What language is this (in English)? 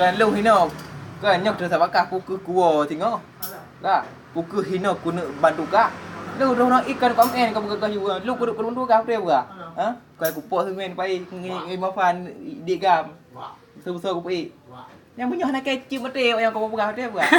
Achinese